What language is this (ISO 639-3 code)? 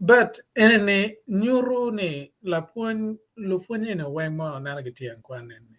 ach